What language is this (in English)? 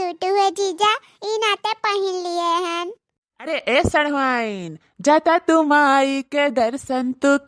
Awadhi